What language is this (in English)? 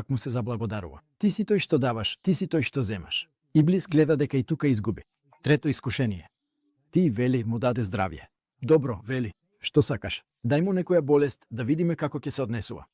Macedonian